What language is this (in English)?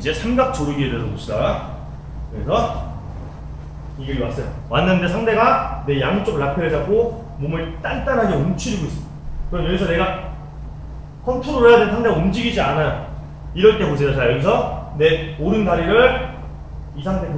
Korean